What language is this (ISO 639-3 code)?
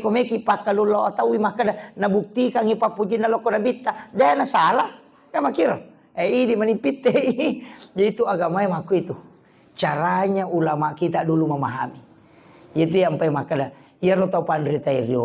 bug